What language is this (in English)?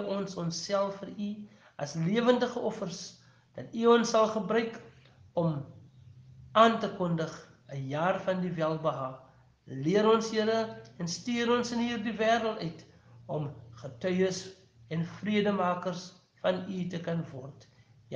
Afrikaans